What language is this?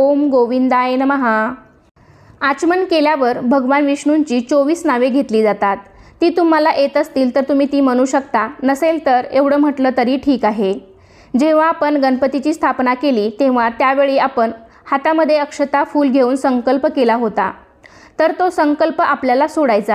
Marathi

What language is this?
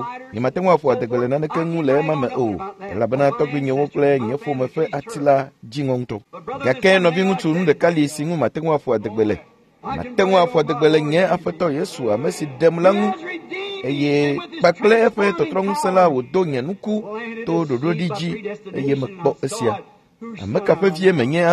Ewe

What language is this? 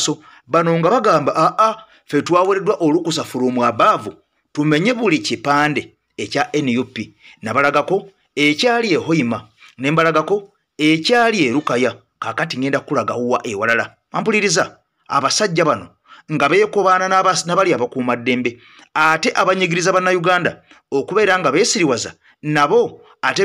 Ganda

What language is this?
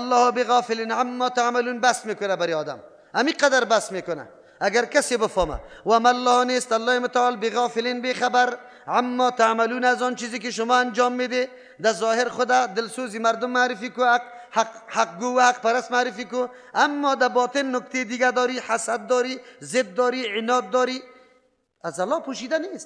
Persian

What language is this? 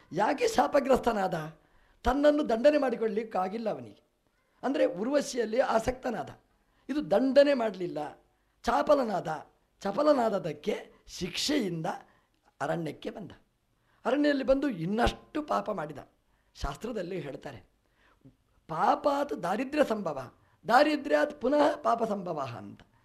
Kannada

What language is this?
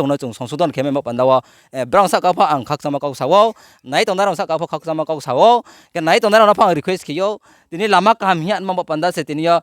Riang (India)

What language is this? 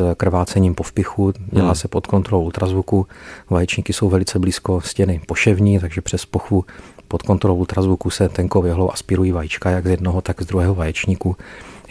Czech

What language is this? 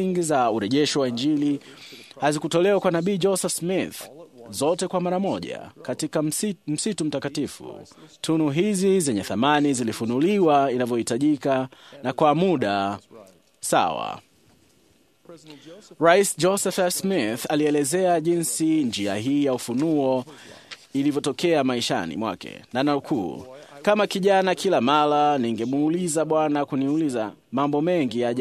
Swahili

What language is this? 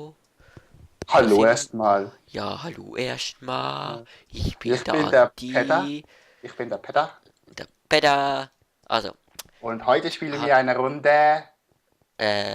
Swiss German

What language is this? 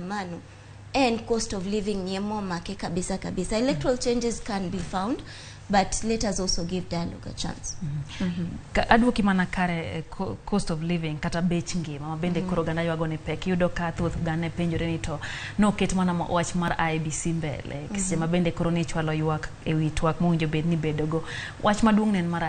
Luo (Kenya and Tanzania)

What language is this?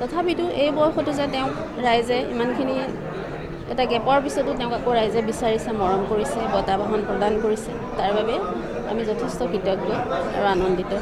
Assamese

